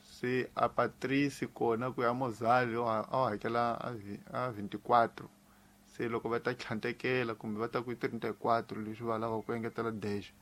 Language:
Tsonga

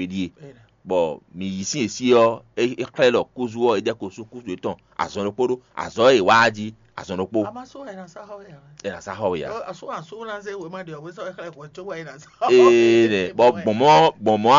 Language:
Fon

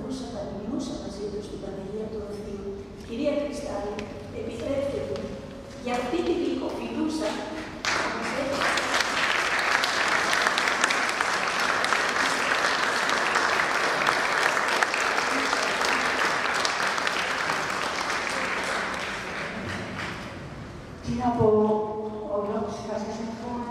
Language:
Greek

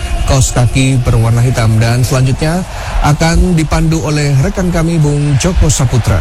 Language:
Indonesian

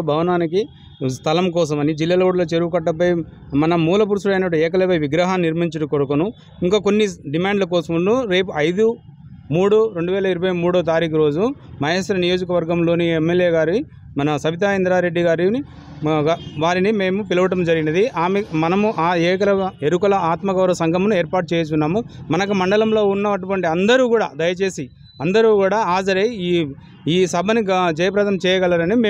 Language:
Telugu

